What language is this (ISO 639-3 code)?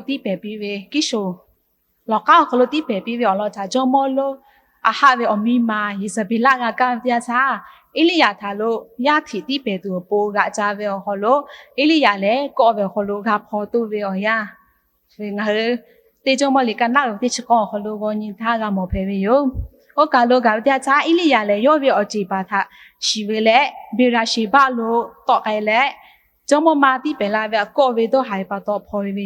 lhu